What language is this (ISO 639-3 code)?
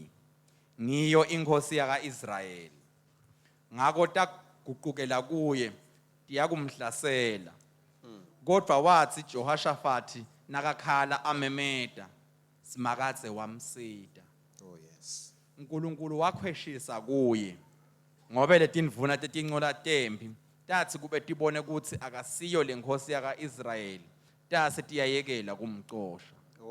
ssw